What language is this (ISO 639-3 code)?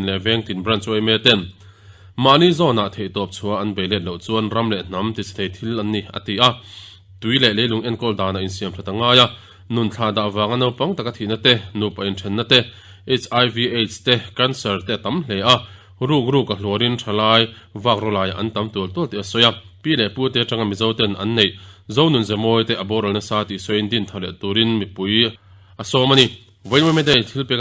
lus